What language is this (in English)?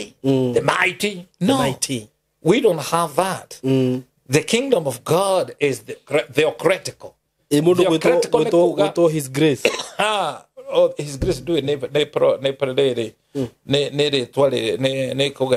Kikuyu